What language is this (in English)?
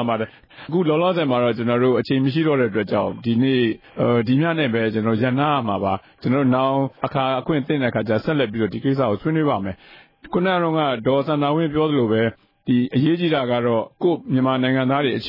Burmese